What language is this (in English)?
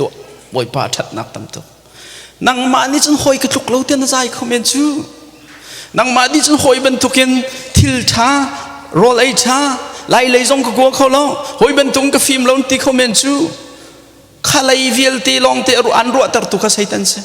Hakha Chin